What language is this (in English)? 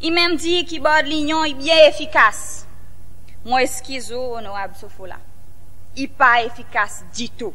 Seselwa Creole French